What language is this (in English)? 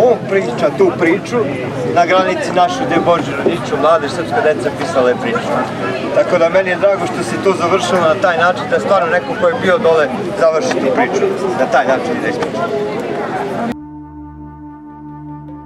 Serbian